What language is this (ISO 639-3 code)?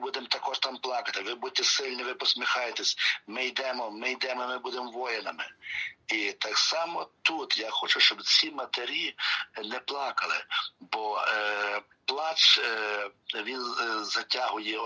ukr